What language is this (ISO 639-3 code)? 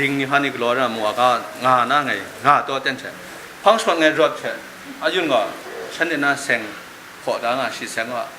kac